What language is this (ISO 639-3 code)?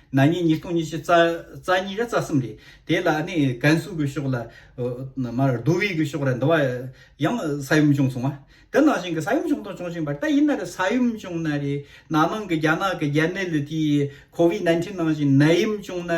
bod